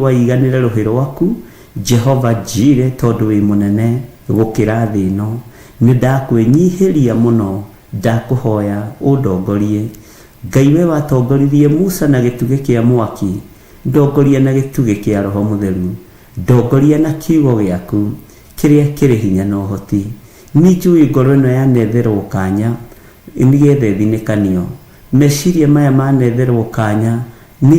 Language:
Kikuyu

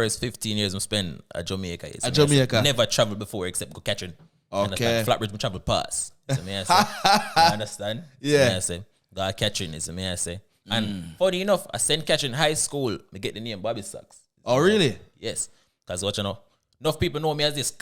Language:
Jamaican Creole English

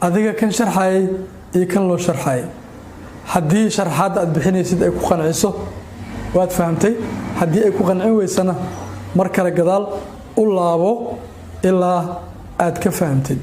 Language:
Somali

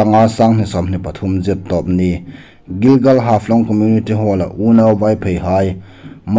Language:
Hmar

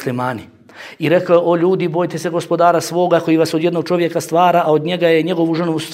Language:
Bosnian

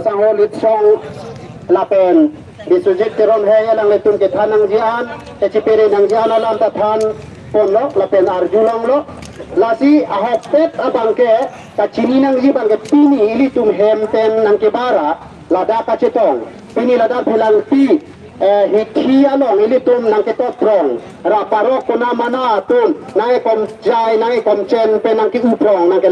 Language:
Karbi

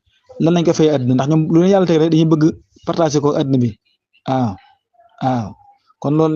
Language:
Wolof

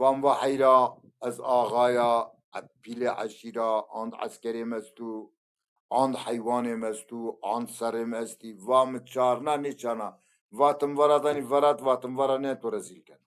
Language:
Zaza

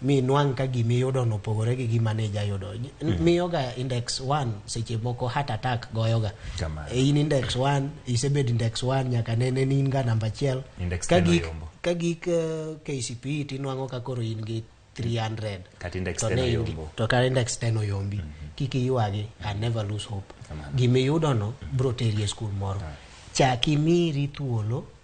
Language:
Luo (Kenya and Tanzania)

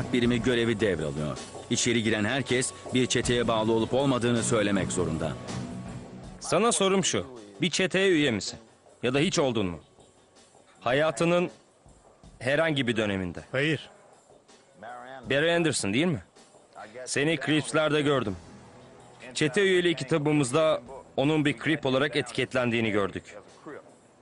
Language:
Turkish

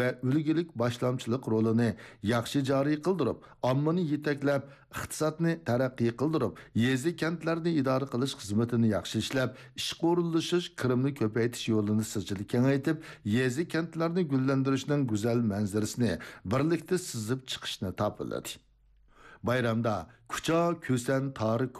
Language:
Uyghur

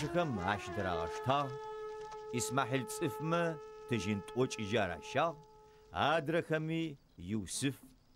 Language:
Adyghe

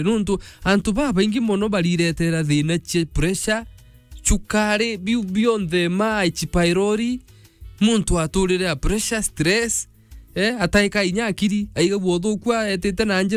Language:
Meru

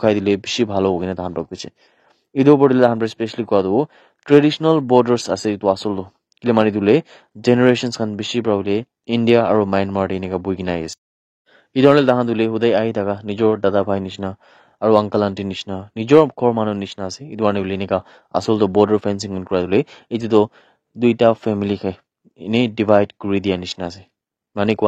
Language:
Naga Pidgin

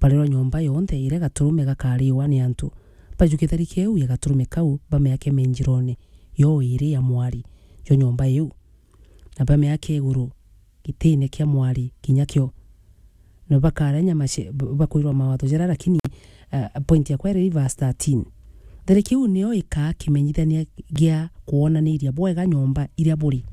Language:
Meru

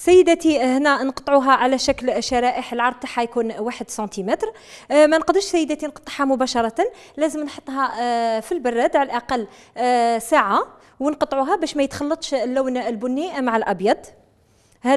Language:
Algerian Arabic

